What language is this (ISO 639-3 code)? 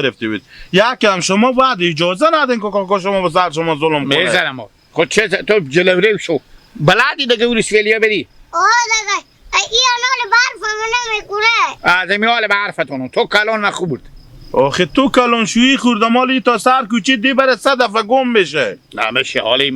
haz